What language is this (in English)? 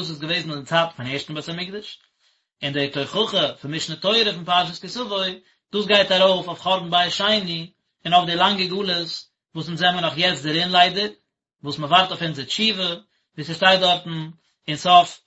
Yiddish